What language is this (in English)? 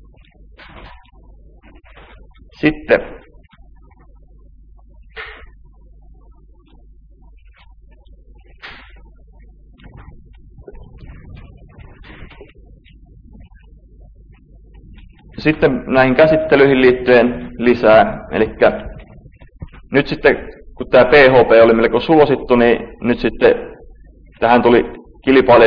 Finnish